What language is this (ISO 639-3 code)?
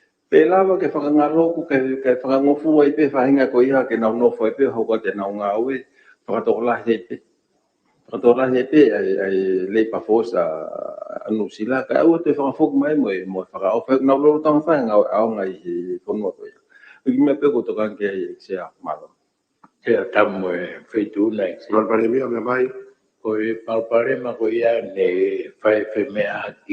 ton